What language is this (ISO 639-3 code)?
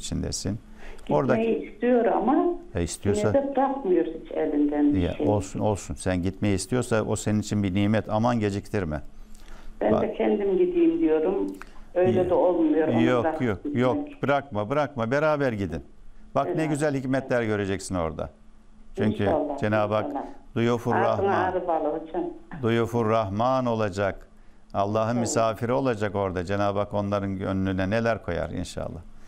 tur